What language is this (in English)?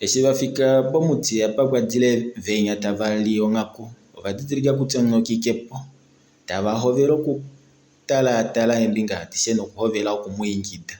Kuanyama